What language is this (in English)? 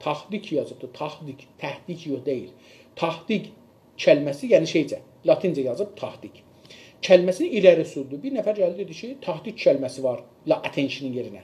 South Azerbaijani